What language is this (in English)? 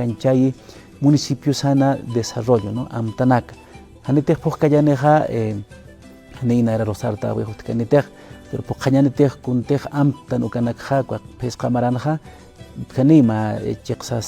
Aymara